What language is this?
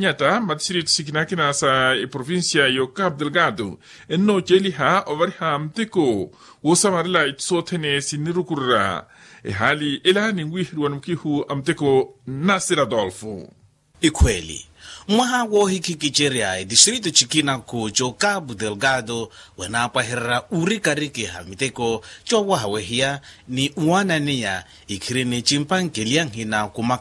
Makhuwa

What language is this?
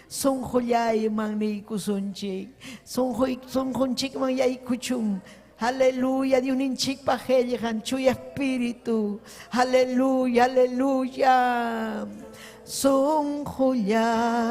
Ayacucho Quechua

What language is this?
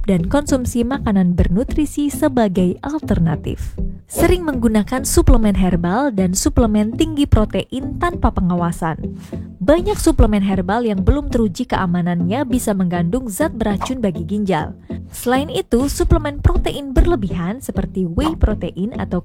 Indonesian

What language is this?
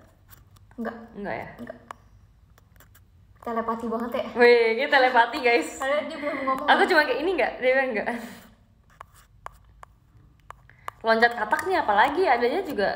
Indonesian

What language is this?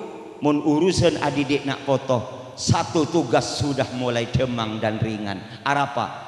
Madurese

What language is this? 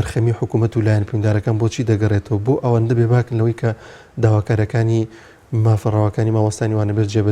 Central Kurdish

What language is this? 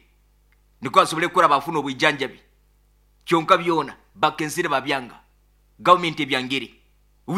Nyoro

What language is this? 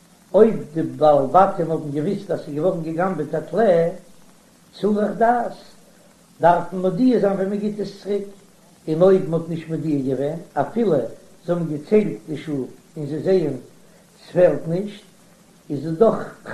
Yiddish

